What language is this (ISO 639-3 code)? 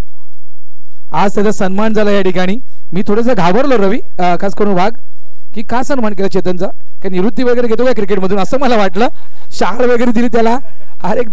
mar